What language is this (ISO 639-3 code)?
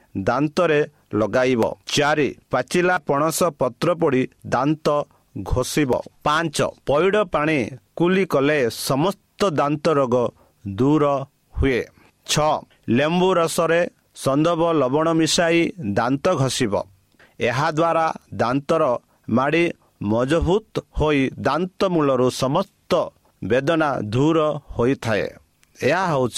ori